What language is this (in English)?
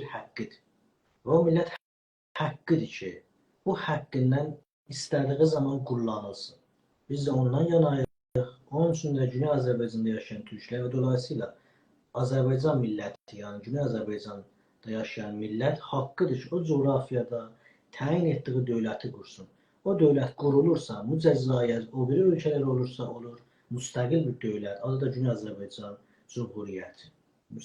South Azerbaijani